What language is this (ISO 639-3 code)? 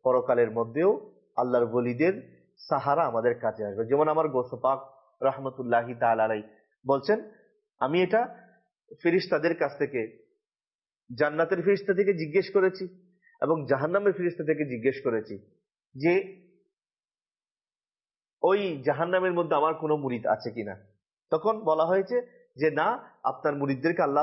ben